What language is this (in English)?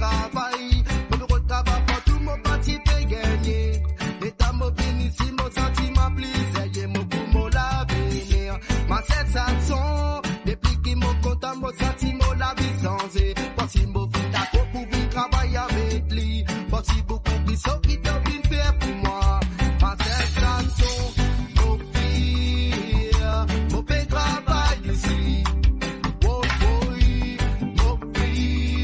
Morisyen